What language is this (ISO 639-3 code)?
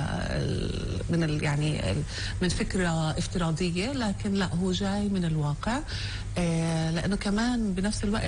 apc